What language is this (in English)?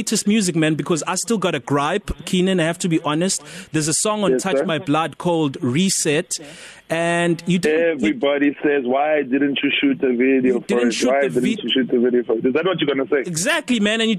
English